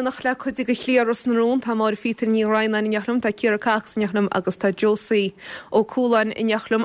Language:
Irish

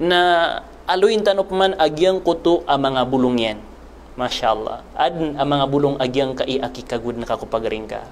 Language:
Maranao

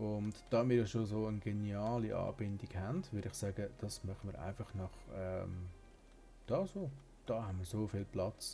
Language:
Swiss German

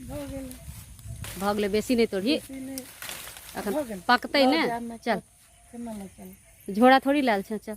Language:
Maithili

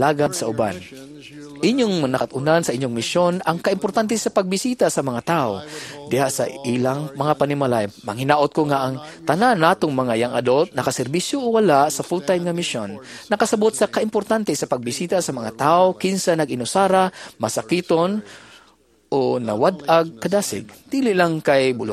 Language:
Cebuano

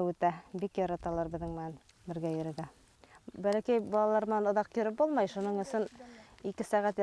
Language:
Bashkir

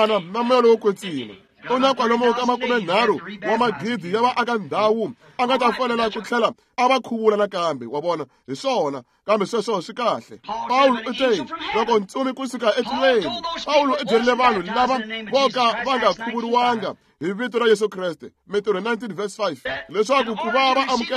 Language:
Tsonga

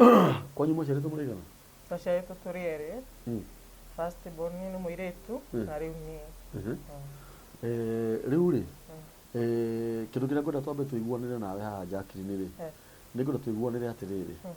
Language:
Kikuyu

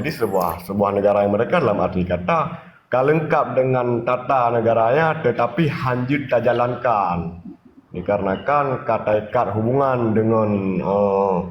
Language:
Achinese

